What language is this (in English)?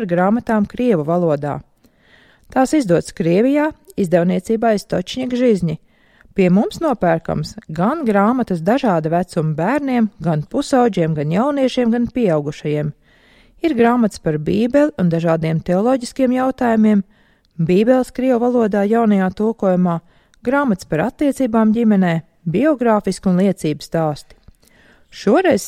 Latvian